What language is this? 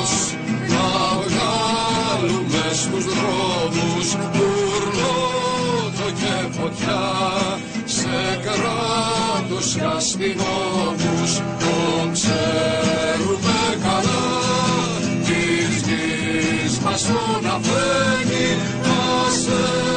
Greek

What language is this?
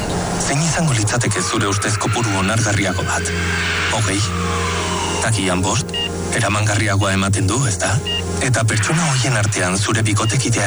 Basque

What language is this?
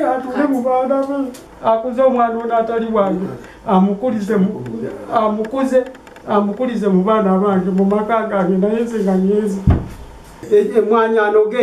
Ganda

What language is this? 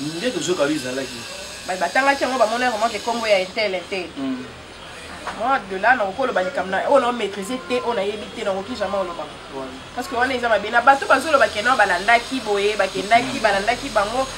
Lingala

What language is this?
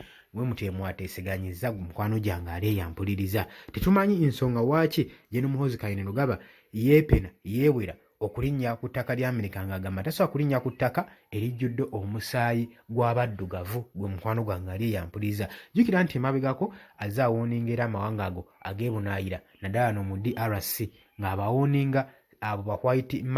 Ganda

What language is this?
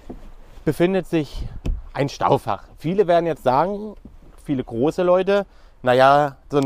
German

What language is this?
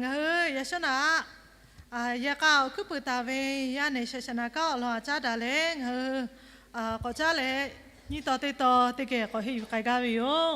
Lahu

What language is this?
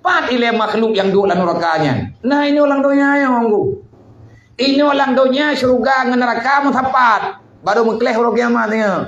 Achinese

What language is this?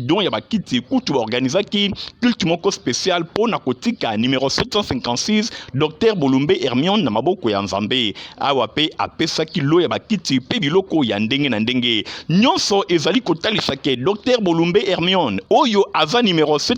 Lingala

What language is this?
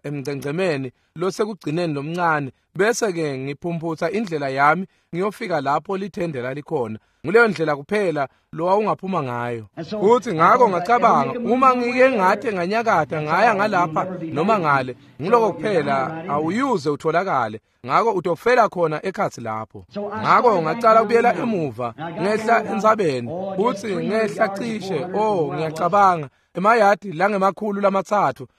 Swati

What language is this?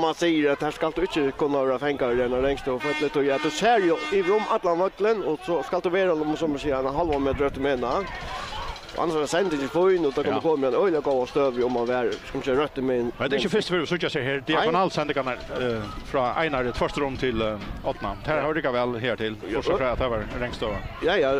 Faroese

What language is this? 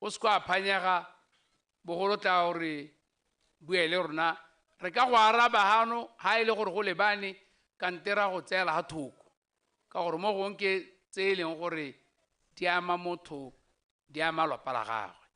Tswana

